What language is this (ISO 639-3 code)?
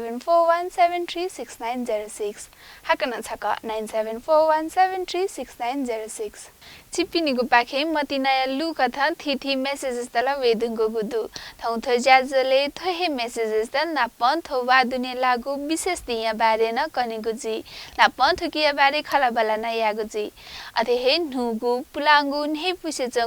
new